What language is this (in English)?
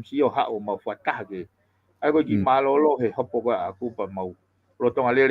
Tongan